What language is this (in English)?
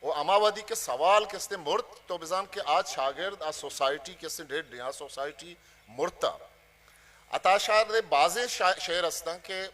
Eastern Balochi